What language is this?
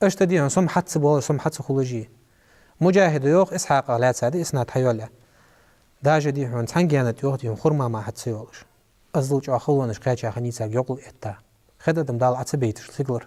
Ingush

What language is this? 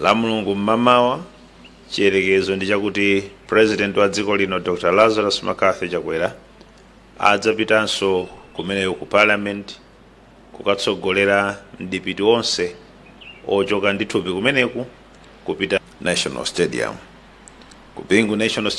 Nyanja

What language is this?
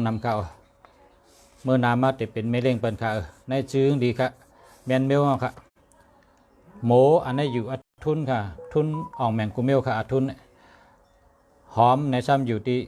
Shan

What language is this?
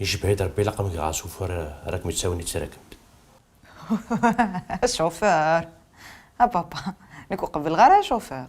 Kabyle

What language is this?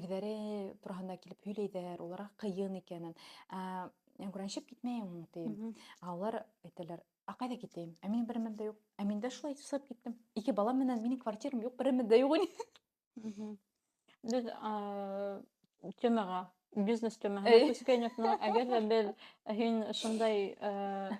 Bashkir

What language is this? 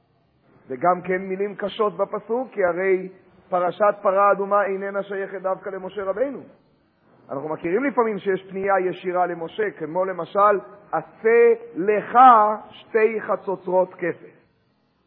Hebrew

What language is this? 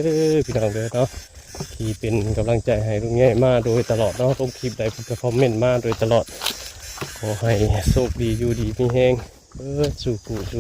Northeastern Thai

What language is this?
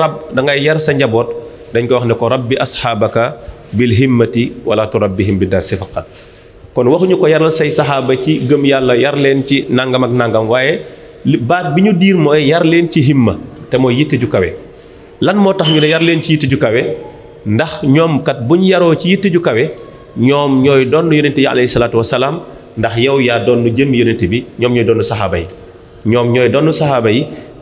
Wolof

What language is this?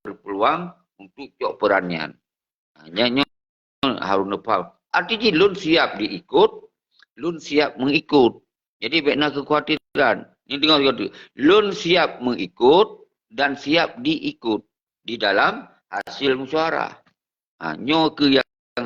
Achinese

